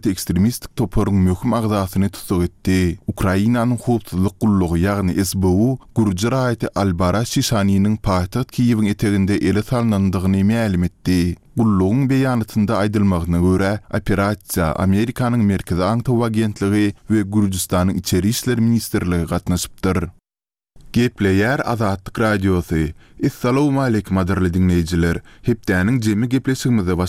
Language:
Turkmen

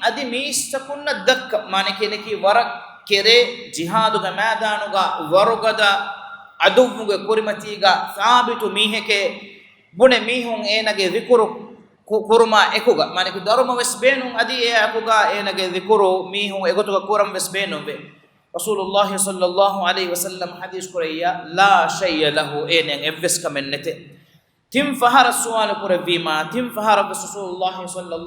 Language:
Divehi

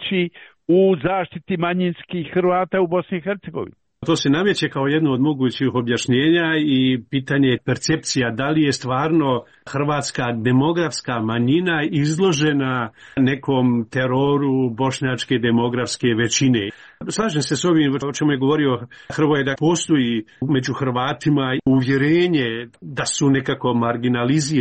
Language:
Croatian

